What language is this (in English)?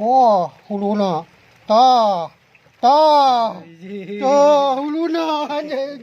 Sundanese